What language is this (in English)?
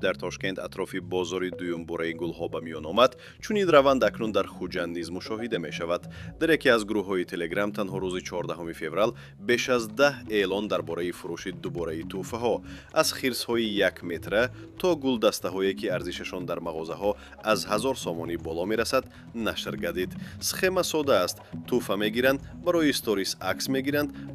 Tajik